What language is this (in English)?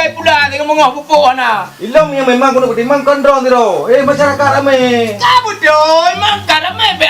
Achinese